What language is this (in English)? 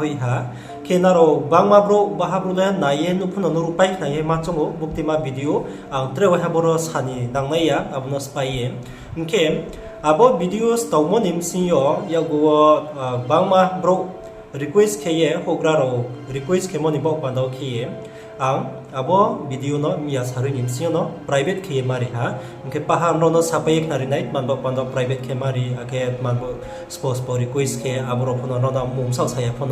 Riang (India)